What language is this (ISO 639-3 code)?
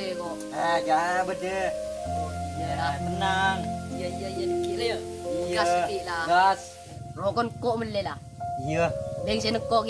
mad